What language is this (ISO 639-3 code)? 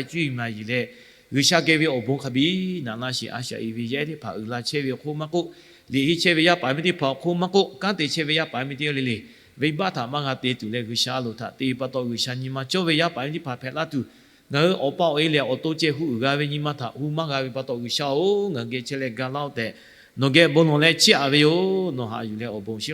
lhu